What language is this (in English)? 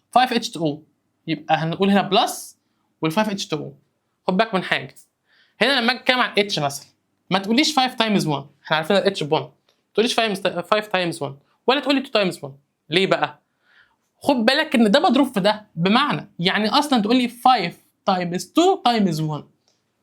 Egyptian Arabic